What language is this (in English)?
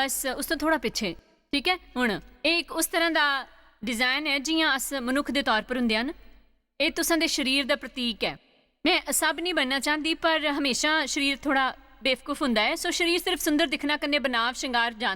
Dogri